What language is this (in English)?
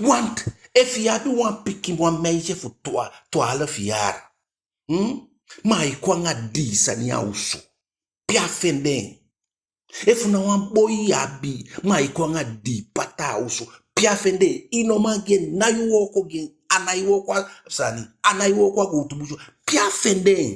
Eastern Maroon Creole